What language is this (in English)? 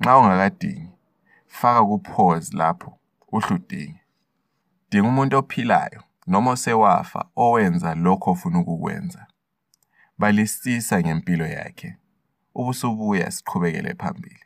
North Ndebele